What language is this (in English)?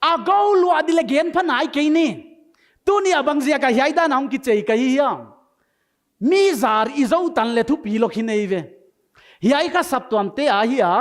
Paite Chin